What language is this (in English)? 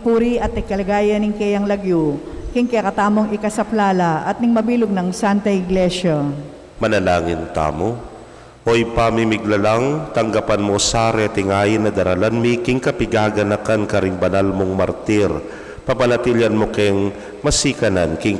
Pampanga